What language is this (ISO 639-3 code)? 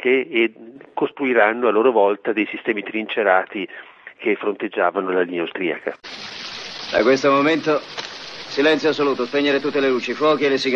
ita